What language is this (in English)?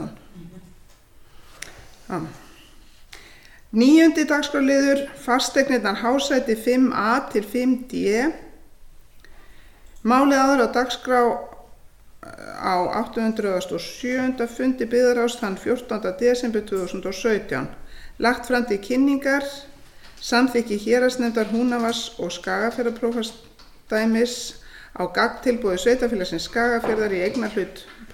Icelandic